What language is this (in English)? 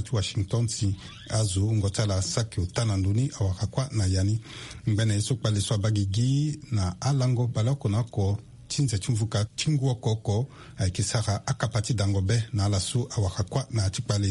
Sango